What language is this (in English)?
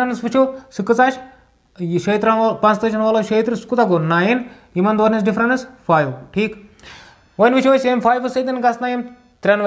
Kashmiri